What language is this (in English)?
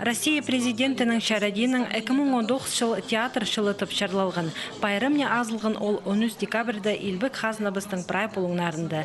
Khakas